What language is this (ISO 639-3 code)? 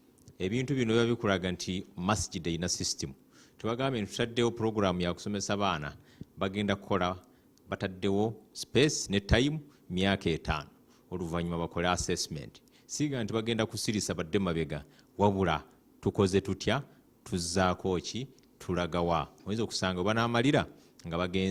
lug